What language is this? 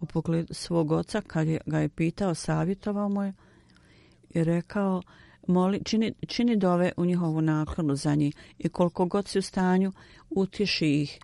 Bosnian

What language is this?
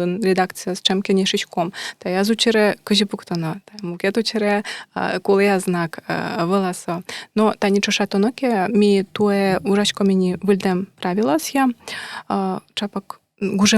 Udmurt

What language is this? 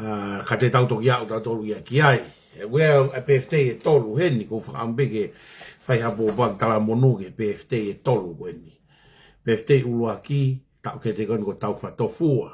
Tongan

